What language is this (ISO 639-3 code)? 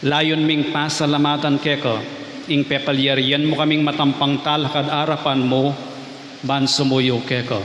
pam